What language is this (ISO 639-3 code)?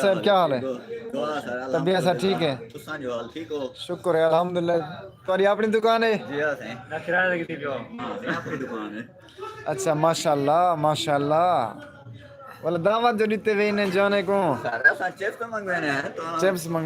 skr